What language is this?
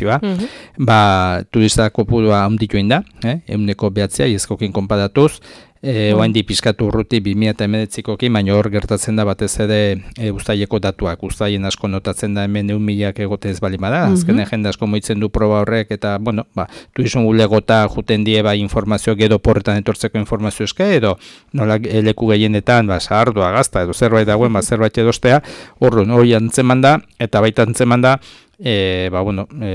Basque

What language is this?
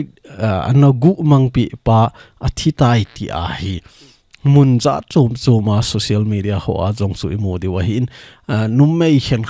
Thado Chin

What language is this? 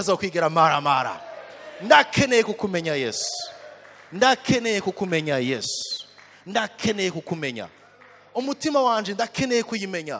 Rundi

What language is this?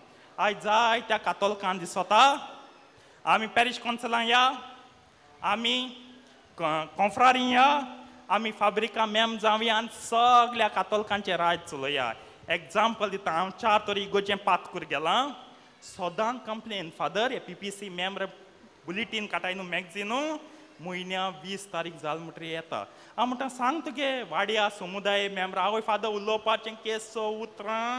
Konkani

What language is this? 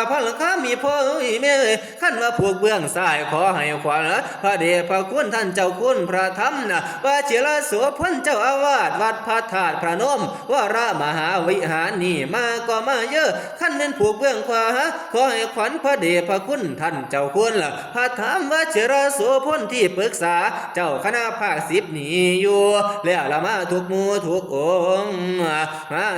Northeastern Thai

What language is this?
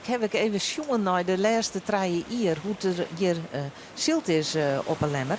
Western Frisian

